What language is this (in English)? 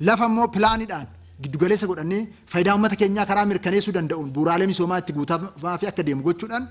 Oromo